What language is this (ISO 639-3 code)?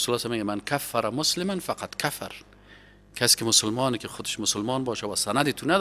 fas